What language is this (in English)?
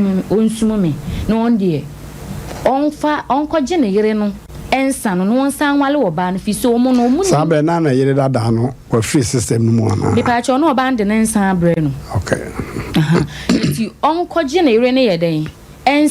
Akan